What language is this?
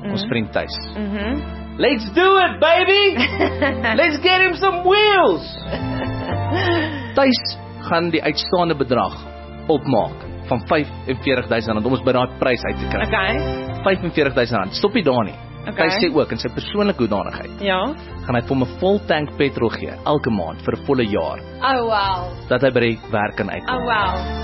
Afrikaans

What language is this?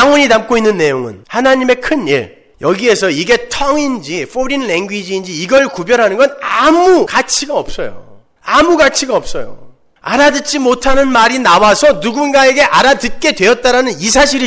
Korean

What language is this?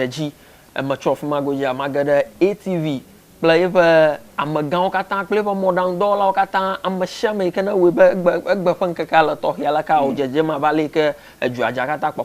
Ewe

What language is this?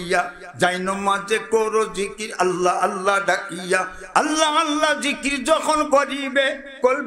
Sylheti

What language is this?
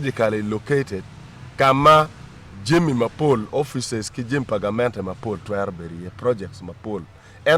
Acoli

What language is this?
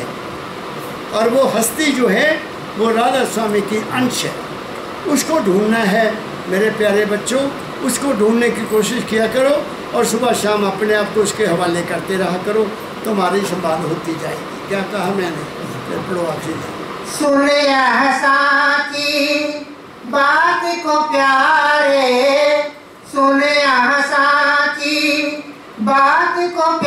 Hindi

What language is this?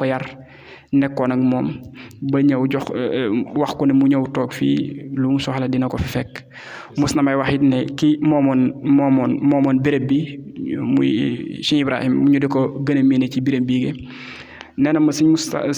Wolof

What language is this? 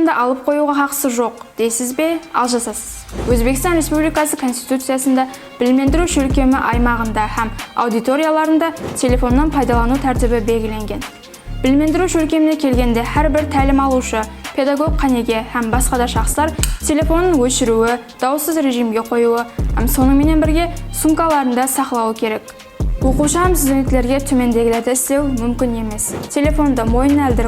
Kara-Kalpak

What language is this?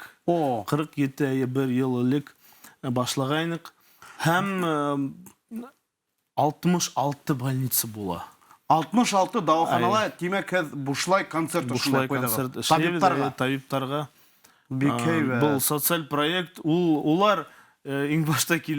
Bashkir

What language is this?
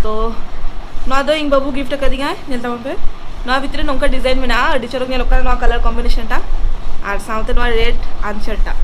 Santali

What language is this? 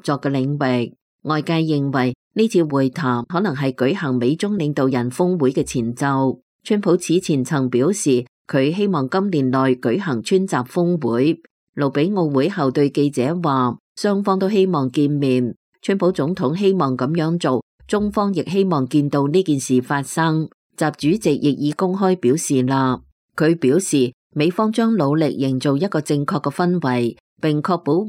Cantonese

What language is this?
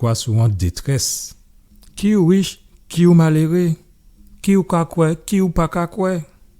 Guadeloupean Creole French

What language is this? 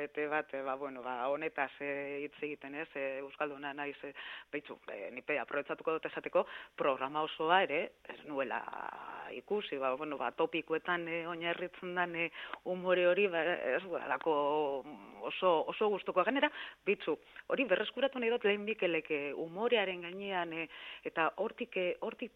Basque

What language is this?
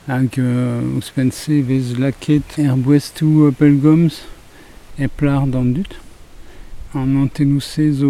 Breton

